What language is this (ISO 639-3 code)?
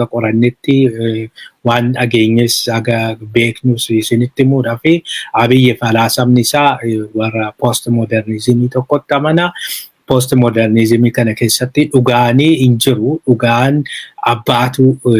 orm